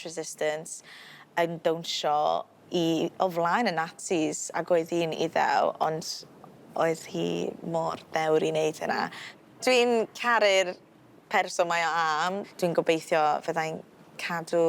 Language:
Welsh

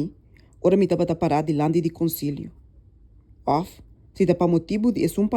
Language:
Papiamento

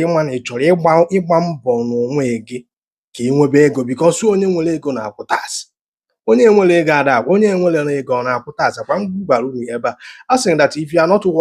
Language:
Igbo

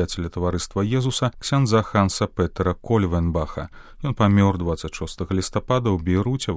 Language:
Belarusian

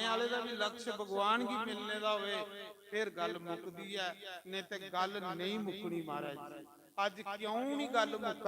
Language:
Dogri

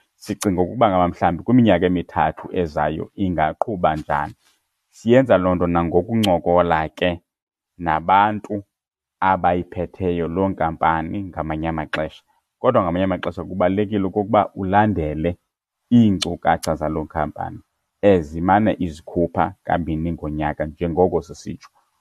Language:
Xhosa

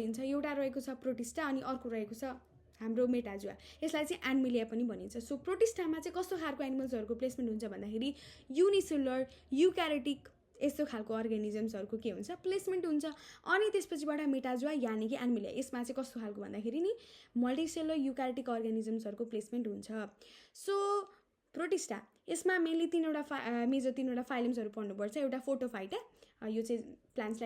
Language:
Nepali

